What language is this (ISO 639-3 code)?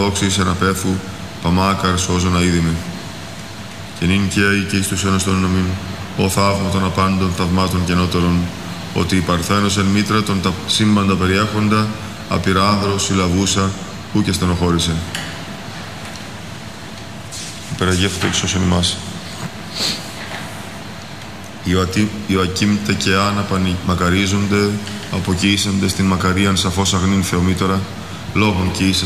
ell